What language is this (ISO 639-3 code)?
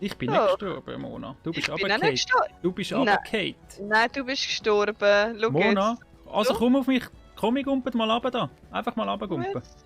gsw